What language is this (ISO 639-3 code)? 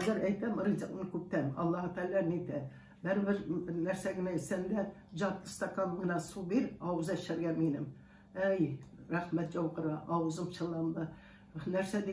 tat